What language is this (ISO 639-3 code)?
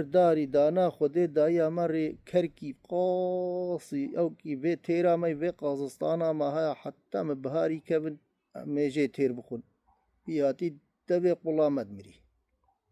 kur